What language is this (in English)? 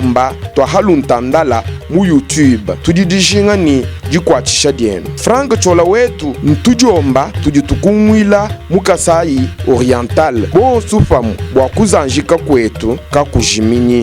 Luba-Lulua